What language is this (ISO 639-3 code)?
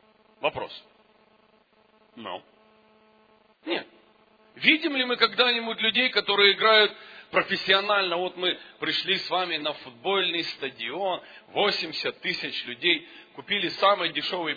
rus